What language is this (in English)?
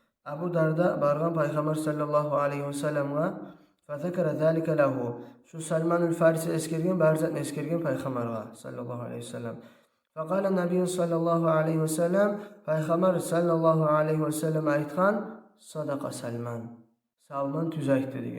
Kumyk